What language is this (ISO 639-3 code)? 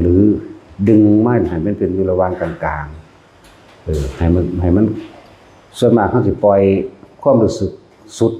tts